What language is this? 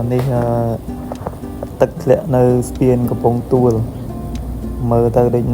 Khmer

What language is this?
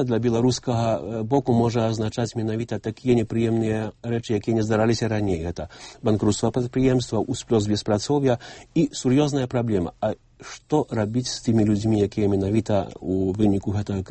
Belarusian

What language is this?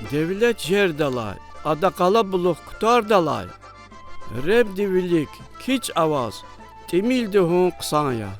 Lezghian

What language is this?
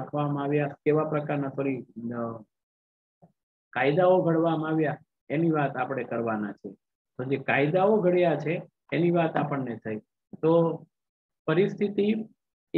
Gujarati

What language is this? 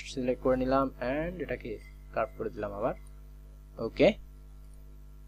Bangla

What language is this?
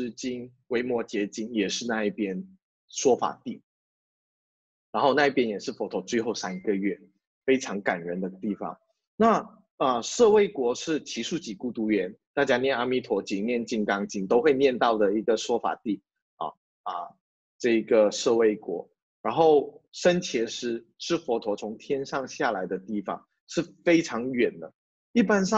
Chinese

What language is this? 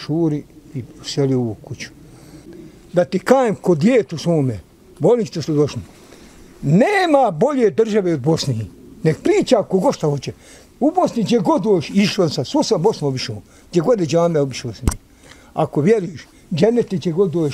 Bosnian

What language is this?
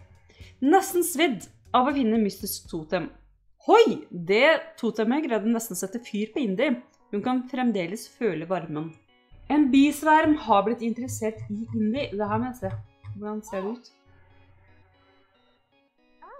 Norwegian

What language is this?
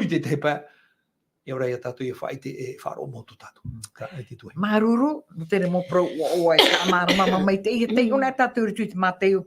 Tahitian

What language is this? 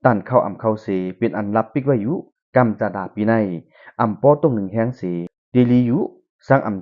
Shan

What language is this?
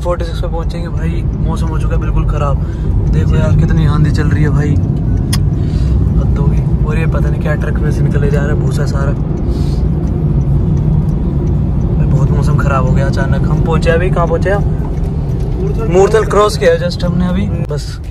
Hindi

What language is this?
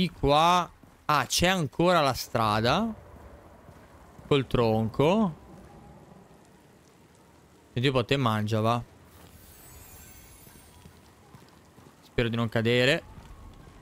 Italian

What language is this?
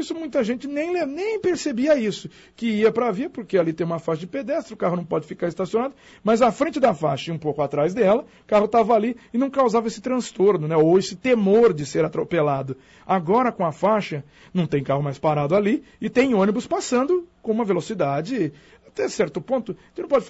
Portuguese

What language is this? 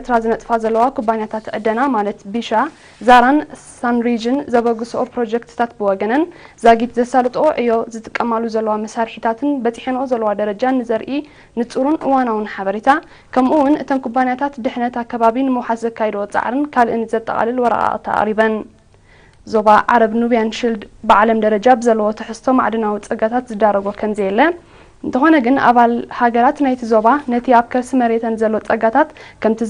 Tigrinya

